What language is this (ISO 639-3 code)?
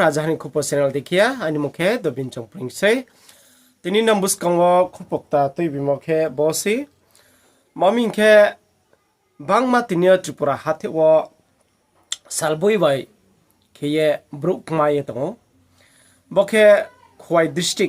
ria